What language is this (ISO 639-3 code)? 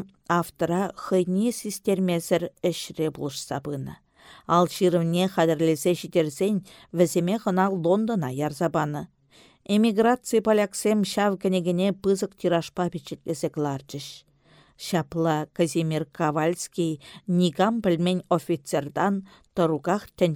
chv